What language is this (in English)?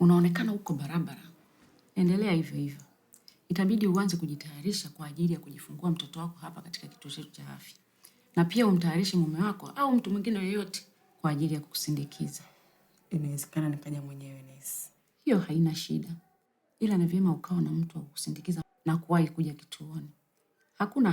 Swahili